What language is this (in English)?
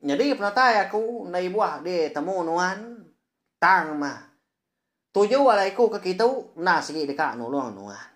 Iban